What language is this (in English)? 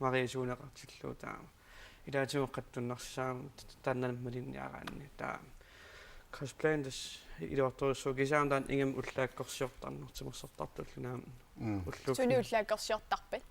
Kalaallisut